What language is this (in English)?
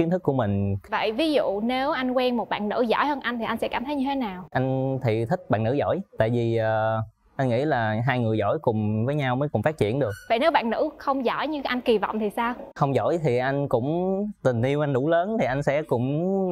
Vietnamese